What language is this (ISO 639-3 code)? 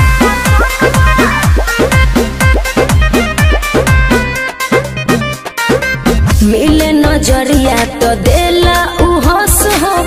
bho